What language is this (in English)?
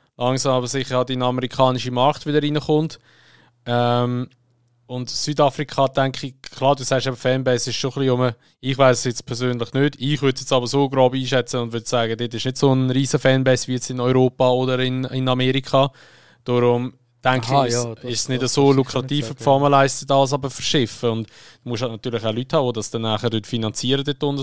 Swiss German